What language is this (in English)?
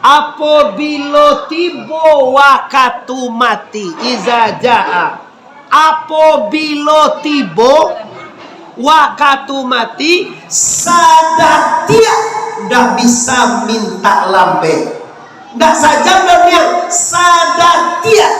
Minangkabau